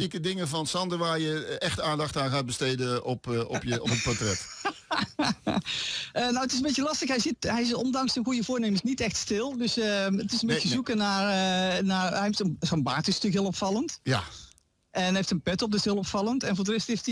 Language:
Dutch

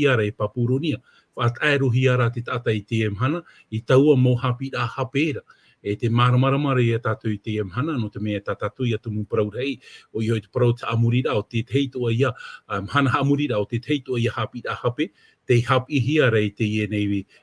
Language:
Tahitian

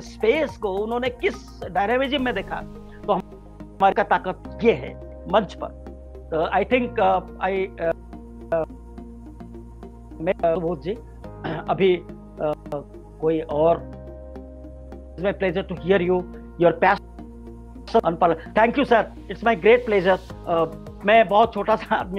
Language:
Hindi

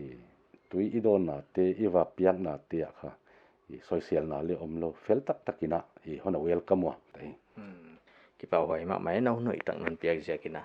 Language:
Paite Chin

